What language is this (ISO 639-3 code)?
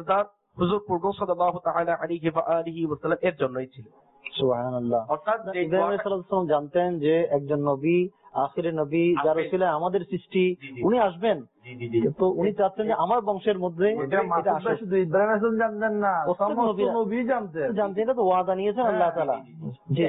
ben